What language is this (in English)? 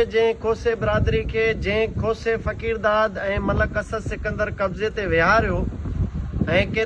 Sindhi